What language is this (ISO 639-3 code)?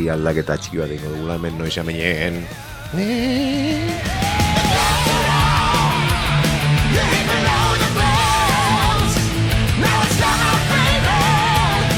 eus